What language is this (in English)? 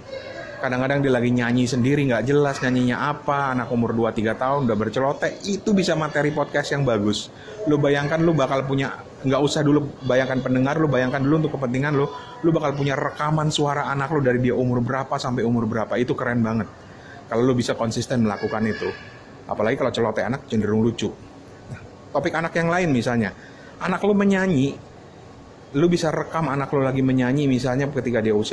Indonesian